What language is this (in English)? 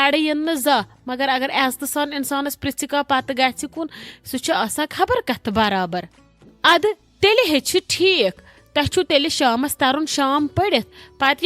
Kashmiri